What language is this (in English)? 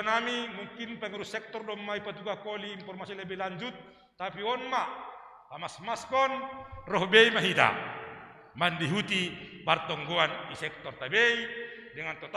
Batak Simalungun